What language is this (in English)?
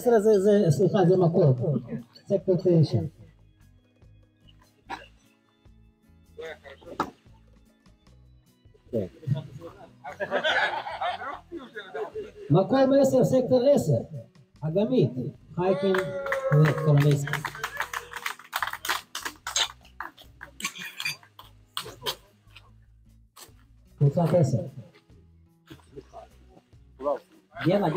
Hebrew